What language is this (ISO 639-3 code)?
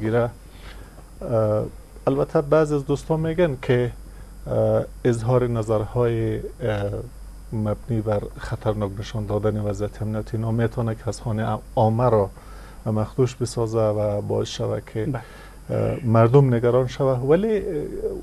fas